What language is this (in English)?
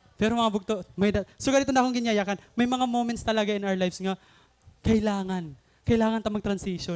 Waray